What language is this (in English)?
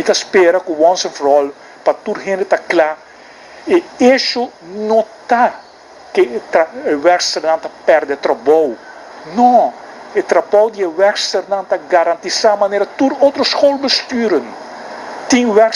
Papiamento